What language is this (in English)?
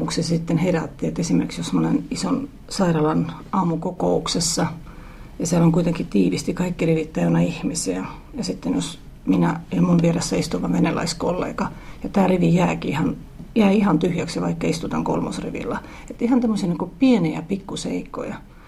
Finnish